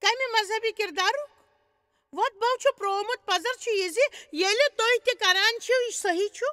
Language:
Kashmiri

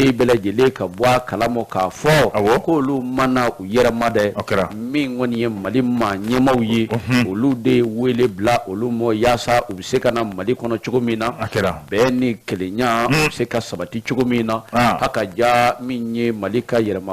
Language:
Bambara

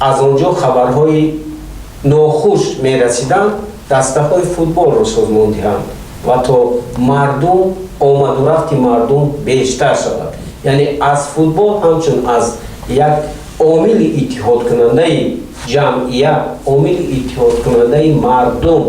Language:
Tajik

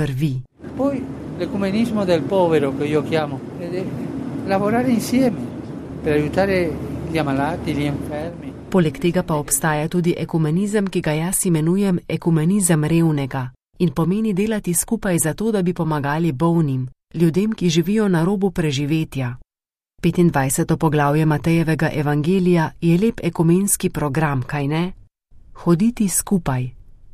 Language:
Slovenian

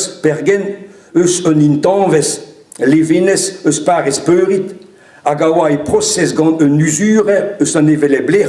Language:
Breton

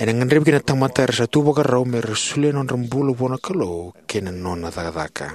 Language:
Fijian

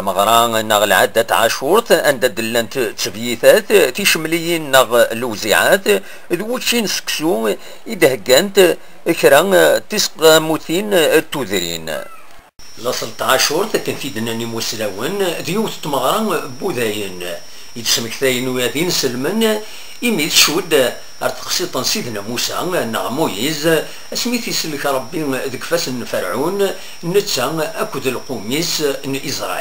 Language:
Kabyle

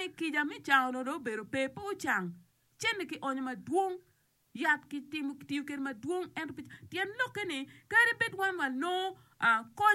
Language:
Acoli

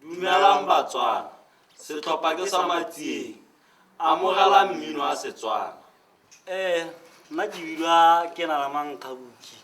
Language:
Tswana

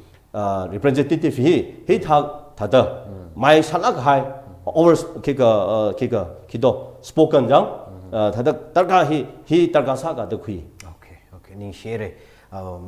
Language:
Tangkhul Naga (India)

